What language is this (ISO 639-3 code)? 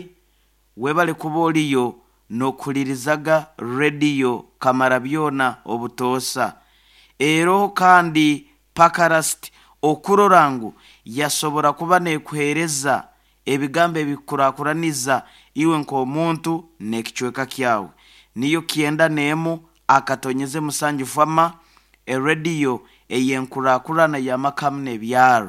nyo